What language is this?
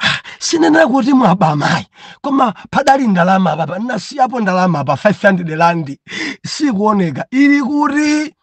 Nyanja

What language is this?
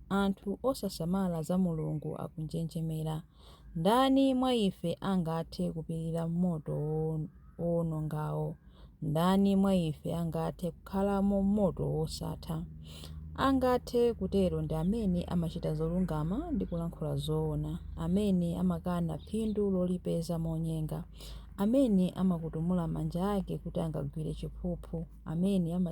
Nyanja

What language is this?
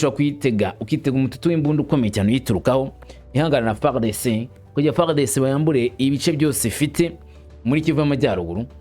Kinyarwanda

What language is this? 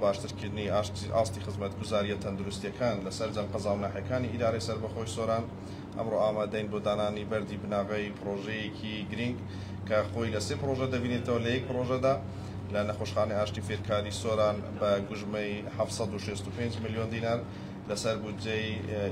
Central Kurdish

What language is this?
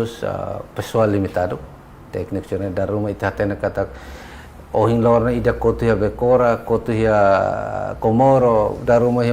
Tetum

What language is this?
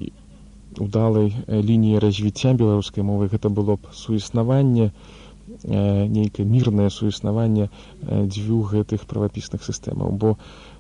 Belarusian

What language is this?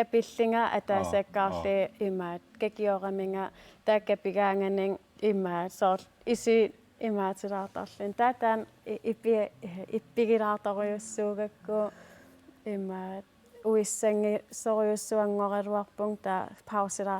Kalaallisut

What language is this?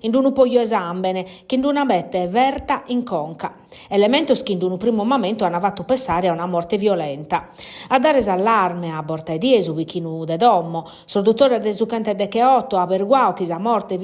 Sardinian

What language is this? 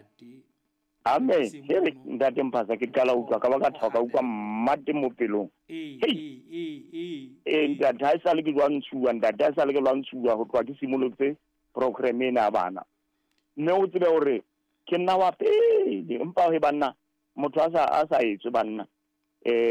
Southern Sotho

